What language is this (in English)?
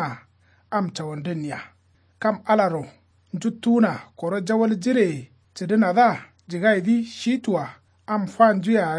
Kanuri